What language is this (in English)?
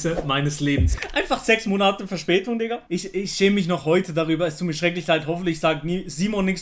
Swiss German